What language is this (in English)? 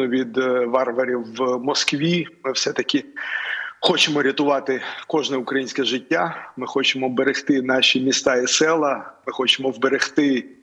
Ukrainian